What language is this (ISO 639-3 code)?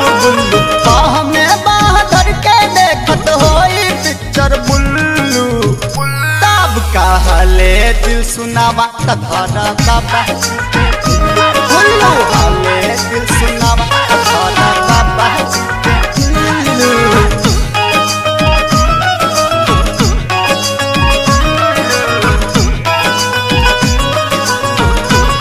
bho